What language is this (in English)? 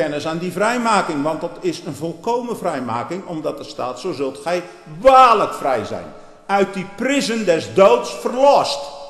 Dutch